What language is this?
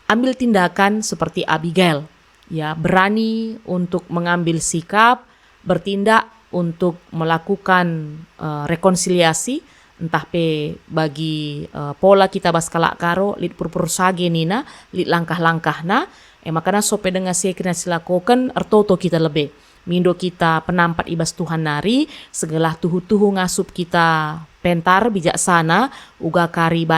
Batak Karo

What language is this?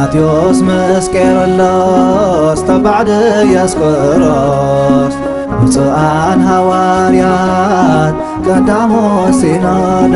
Tigrinya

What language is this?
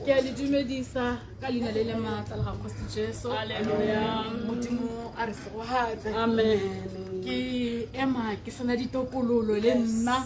Tswana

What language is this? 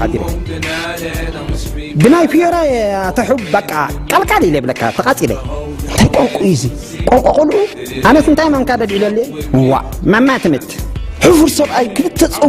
Tigrinya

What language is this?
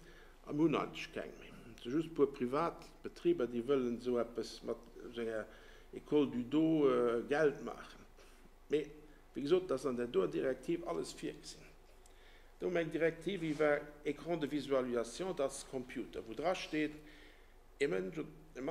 Luxembourgish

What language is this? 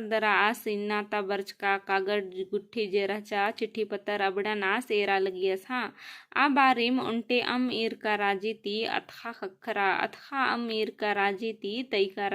Kurukh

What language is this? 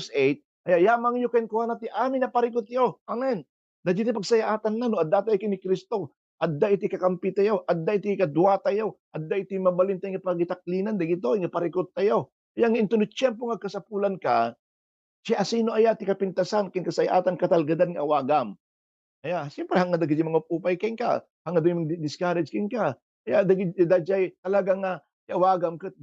Iloko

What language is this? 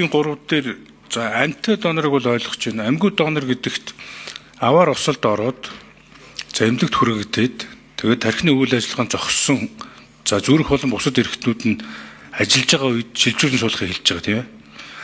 Mongolian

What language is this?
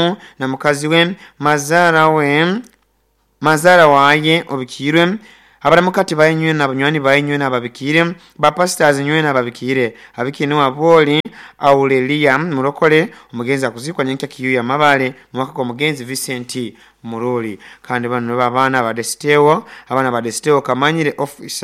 Nyoro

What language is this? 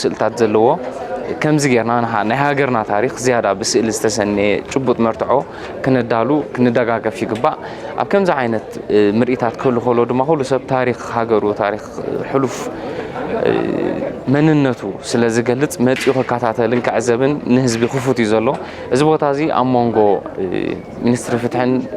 Tigrinya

